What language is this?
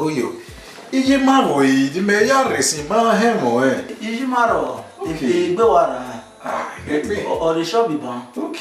Bini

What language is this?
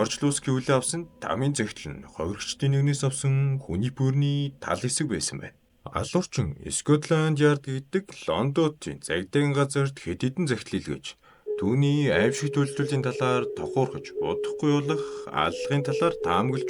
Mongolian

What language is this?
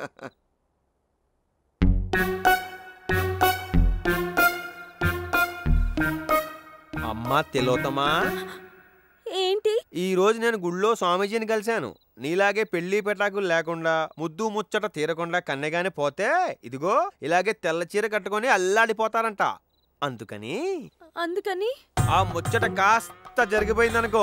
Telugu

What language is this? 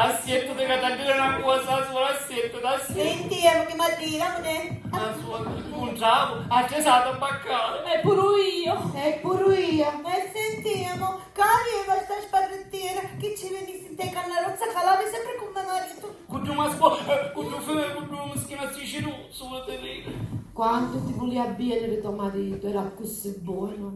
Sicilian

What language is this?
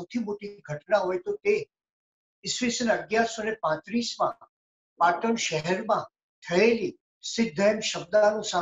Gujarati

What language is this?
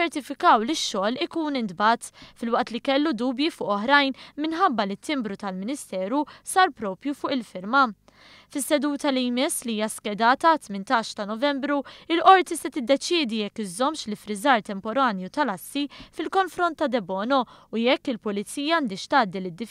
Maltese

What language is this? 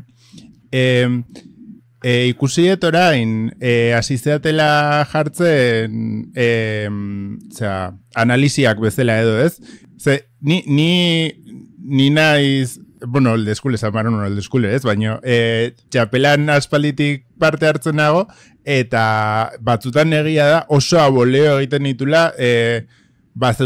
Basque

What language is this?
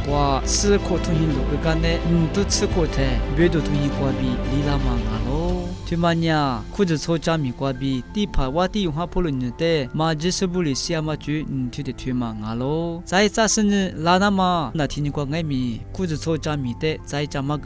Lisu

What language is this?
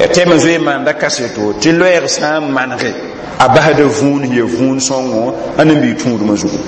Mossi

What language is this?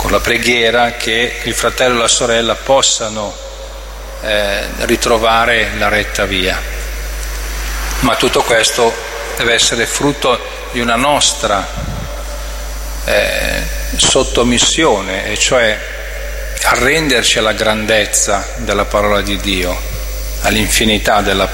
Italian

